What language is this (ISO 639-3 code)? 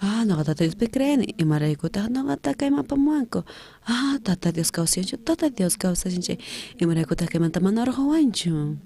quh